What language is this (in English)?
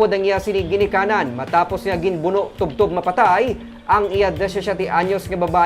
Hiligaynon